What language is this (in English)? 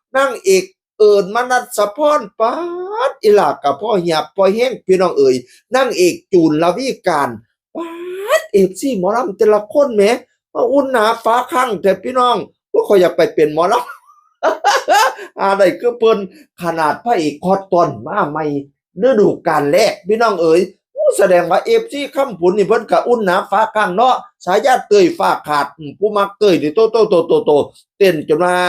Northeastern Thai